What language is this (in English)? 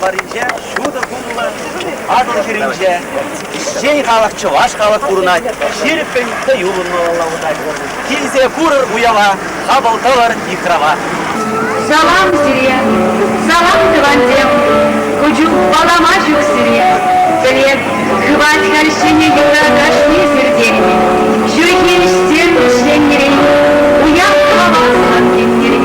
Chuvash